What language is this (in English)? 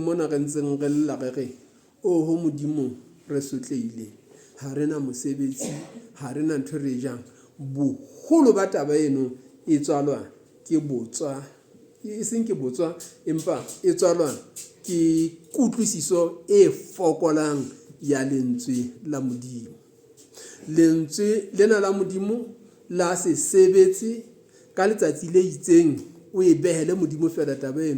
Southern Sotho